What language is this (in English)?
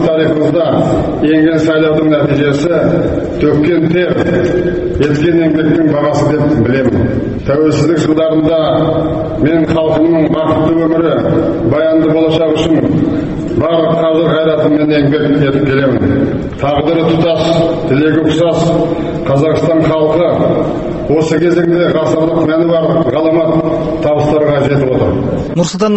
Kazakh